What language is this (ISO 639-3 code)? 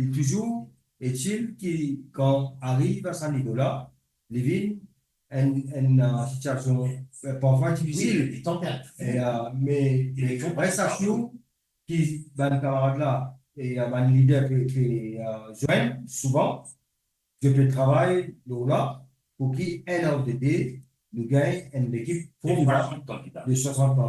mfe